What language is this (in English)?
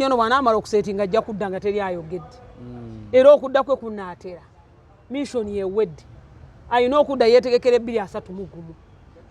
Ganda